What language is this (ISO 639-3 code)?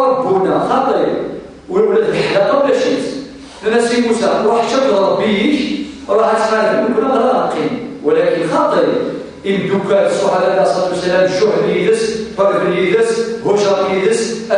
kab